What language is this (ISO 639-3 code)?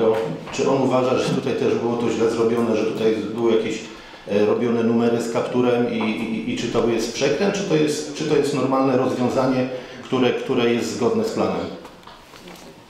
pol